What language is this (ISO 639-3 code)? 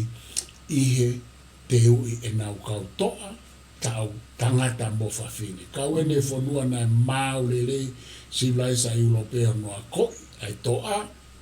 ton